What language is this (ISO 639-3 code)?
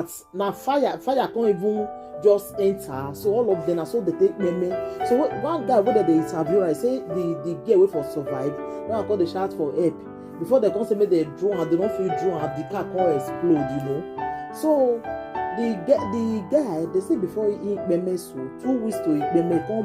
pcm